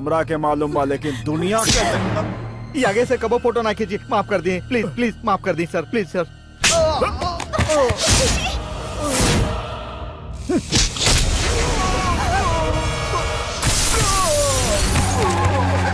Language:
Bhojpuri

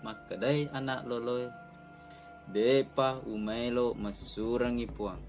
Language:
Buginese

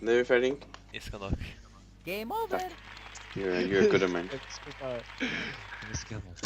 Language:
Faroese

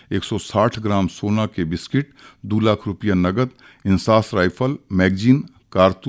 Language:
Chhattisgarhi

